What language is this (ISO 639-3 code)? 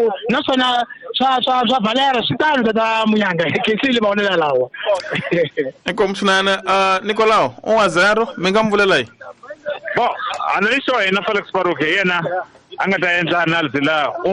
tso